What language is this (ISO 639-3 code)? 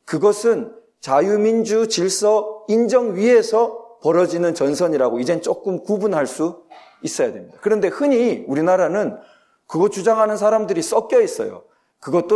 kor